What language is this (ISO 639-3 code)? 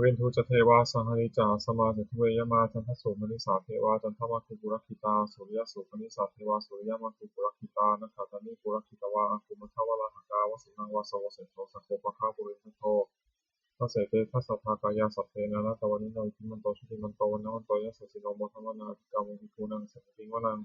pli